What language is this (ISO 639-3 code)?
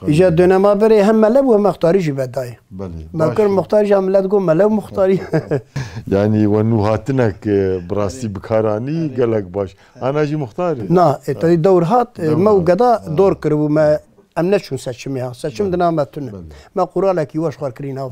kur